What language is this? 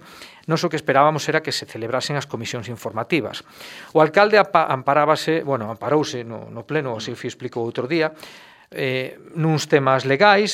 Galician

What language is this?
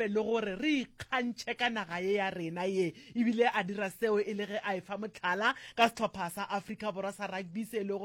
Northern Sotho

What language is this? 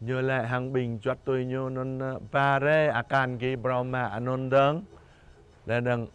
Jarai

